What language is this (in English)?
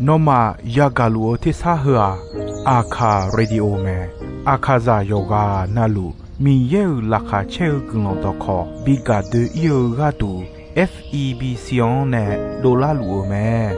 Akha